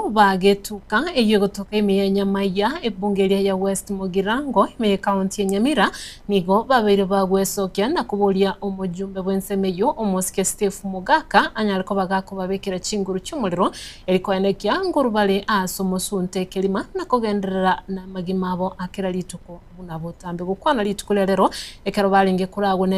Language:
Gusii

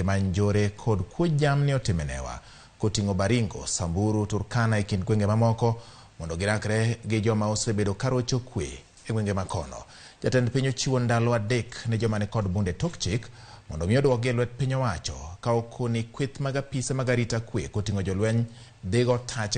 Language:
Luo (Kenya and Tanzania)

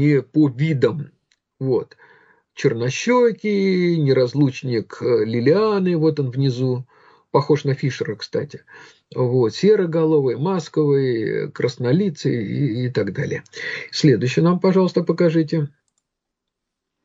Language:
Russian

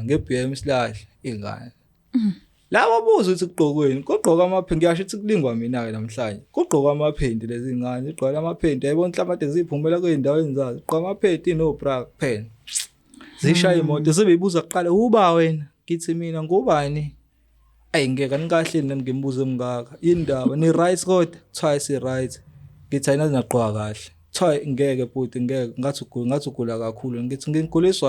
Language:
Zulu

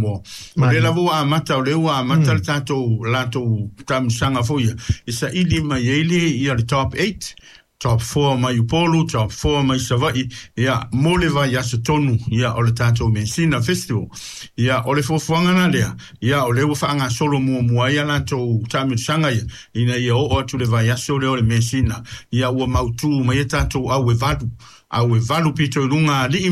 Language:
Samoan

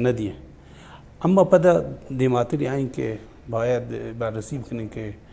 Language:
Baluchi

